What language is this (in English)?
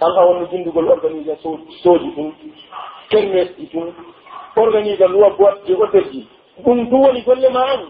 Pular